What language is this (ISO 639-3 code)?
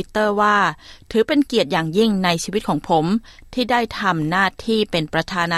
tha